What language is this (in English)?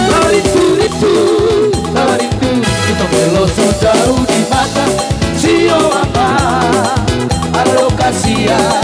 Batak Toba